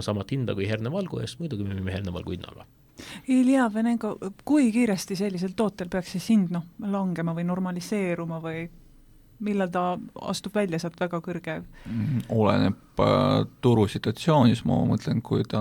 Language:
Estonian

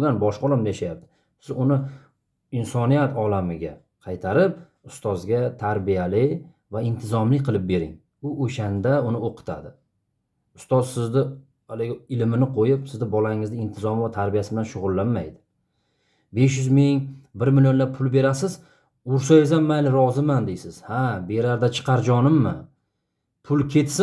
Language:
Uzbek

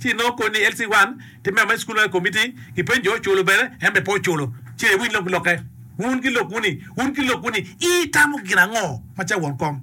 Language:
Acoli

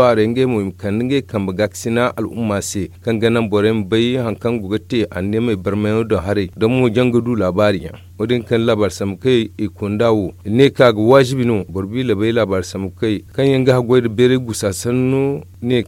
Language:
Zarma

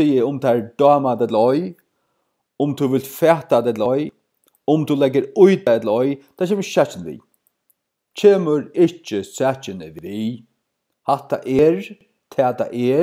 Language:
Faroese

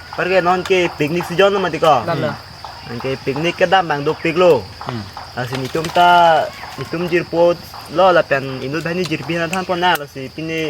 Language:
Karbi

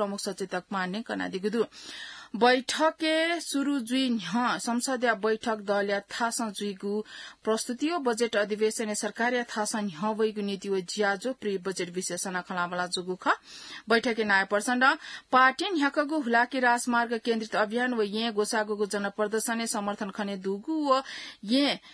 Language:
Newari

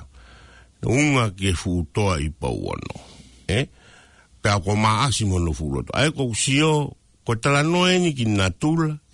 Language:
Tongan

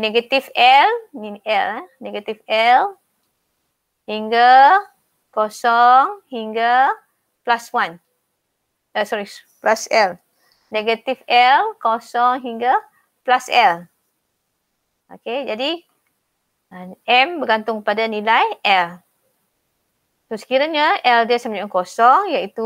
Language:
Malay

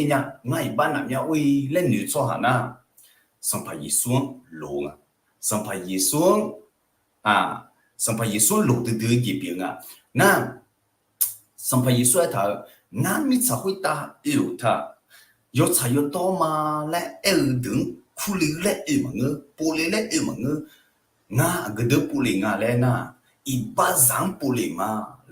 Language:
Akha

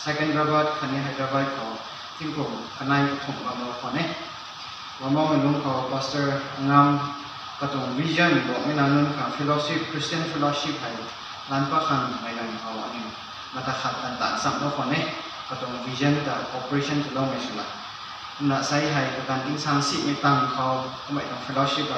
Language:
Rongmei Naga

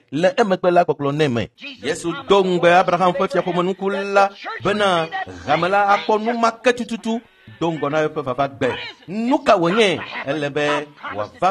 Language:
Ewe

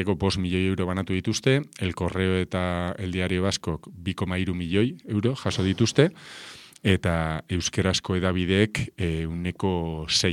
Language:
Basque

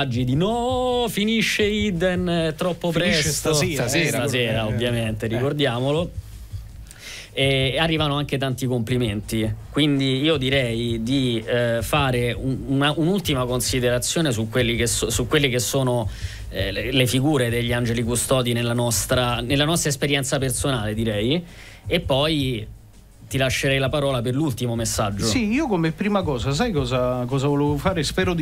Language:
Italian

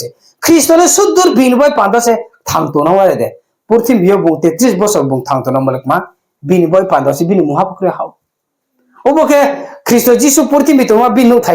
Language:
Riang (India)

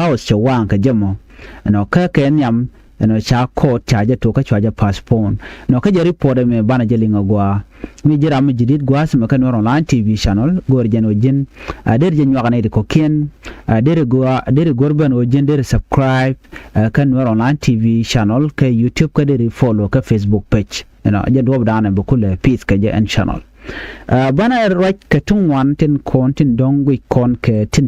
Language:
Nuer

